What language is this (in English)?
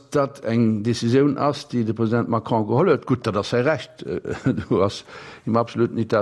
Luxembourgish